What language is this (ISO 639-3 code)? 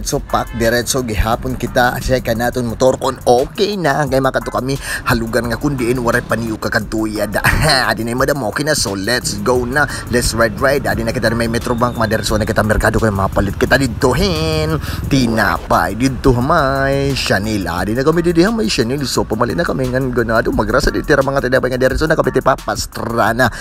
war